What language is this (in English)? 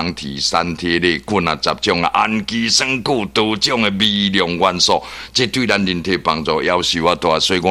Min Nan Chinese